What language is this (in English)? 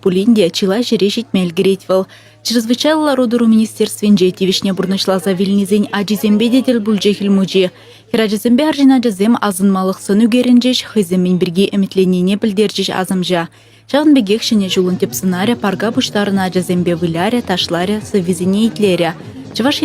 Chuvash